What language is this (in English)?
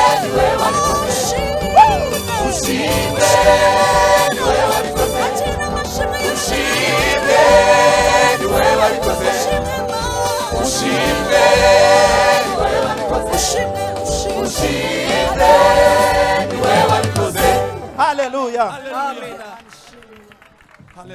Kinyarwanda